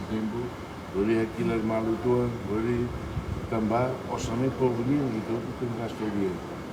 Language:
Tetum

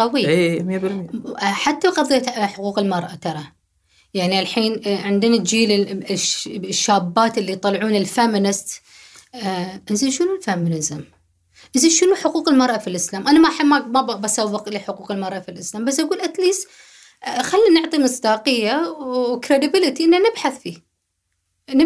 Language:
Gulf Arabic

